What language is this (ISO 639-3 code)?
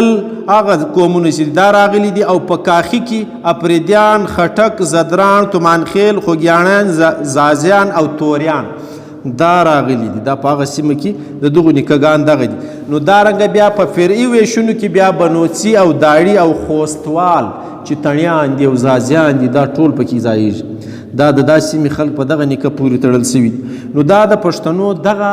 pus